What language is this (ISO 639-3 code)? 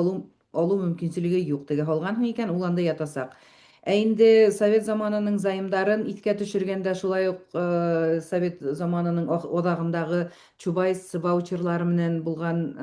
bak